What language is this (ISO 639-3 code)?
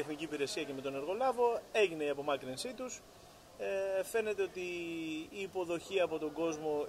ell